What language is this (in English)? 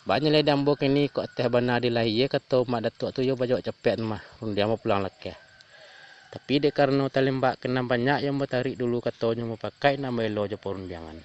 Minangkabau